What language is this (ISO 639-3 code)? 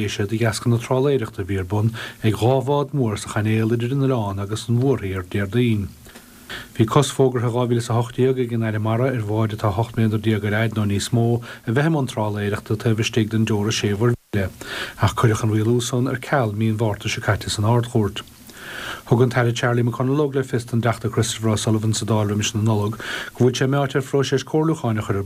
gle